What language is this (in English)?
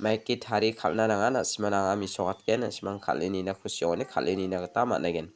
Garo